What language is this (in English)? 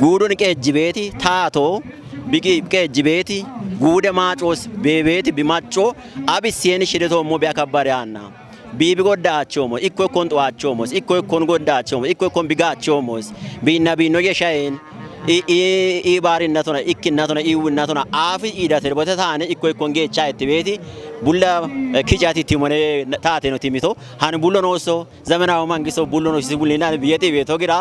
Kafa